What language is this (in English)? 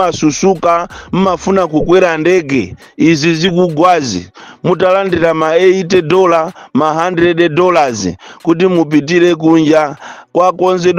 Nyanja